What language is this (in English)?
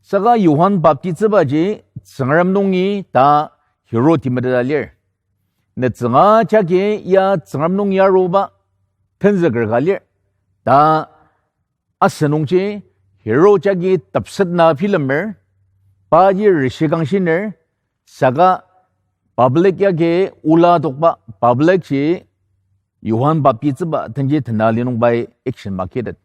Ao Naga